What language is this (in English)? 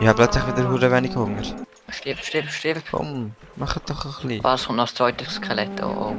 Swiss German